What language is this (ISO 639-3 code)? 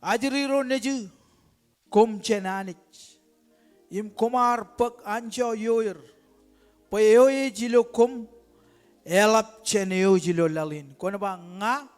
mah